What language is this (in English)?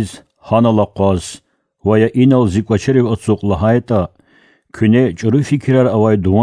Lezghian